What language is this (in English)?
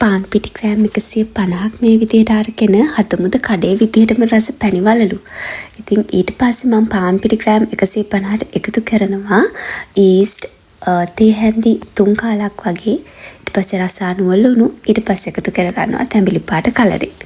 Sinhala